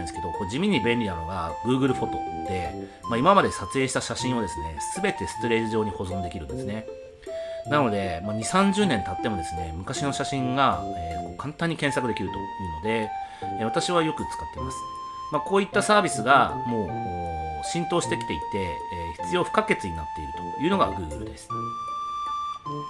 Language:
Japanese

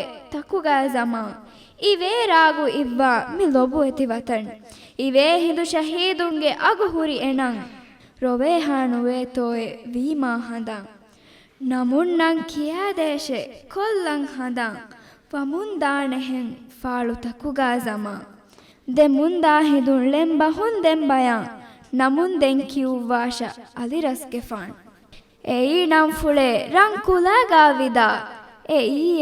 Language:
Divehi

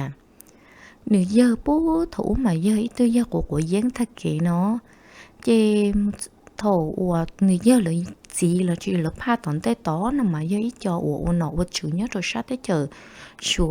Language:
Hmong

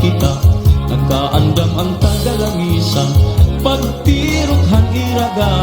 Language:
Waray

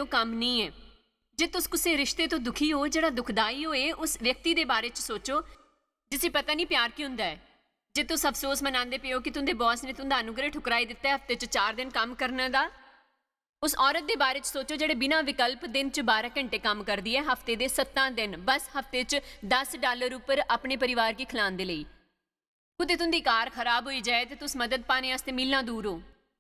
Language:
Dogri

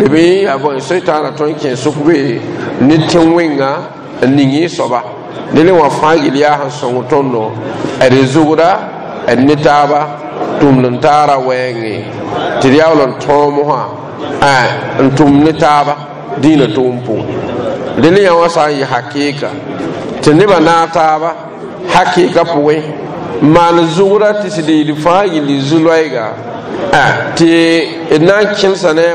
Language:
Mossi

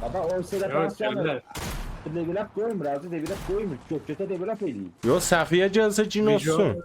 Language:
South Azerbaijani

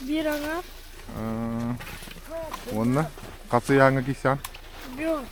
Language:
Yakut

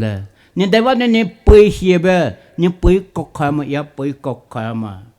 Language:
Poumei Naga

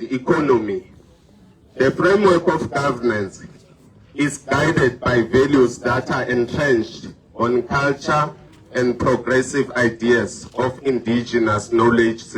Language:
Tswana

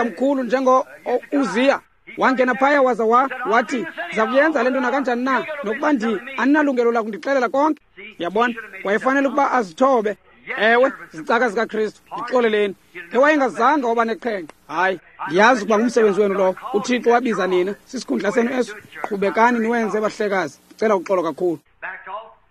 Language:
Xhosa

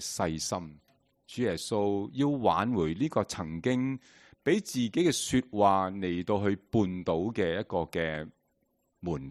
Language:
Cantonese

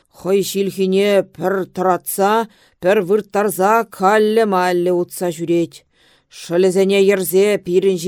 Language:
Chuvash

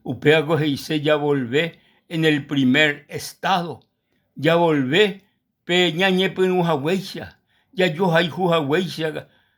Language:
Guarani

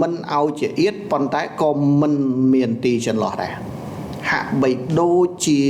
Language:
Khmer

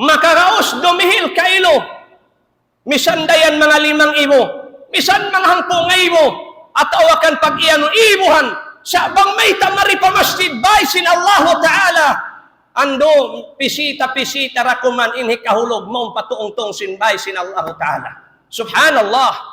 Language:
Tausug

